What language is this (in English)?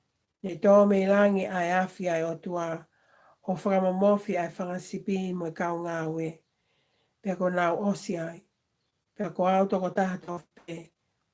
Tongan